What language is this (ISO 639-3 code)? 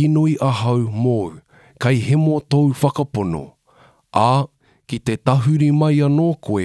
mri